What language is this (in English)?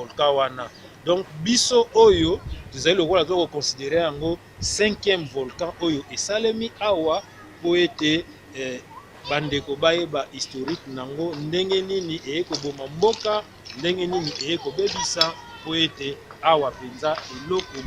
Lingala